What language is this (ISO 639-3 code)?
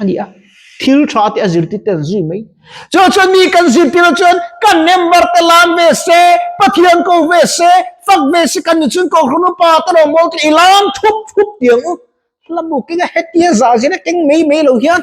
lus